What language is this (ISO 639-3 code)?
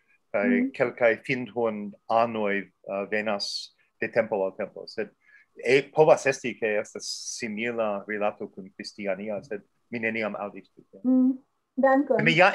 epo